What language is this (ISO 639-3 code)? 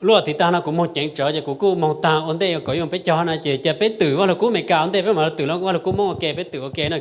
hmn